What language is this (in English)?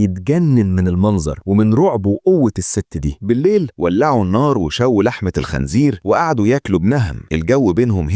Egyptian Arabic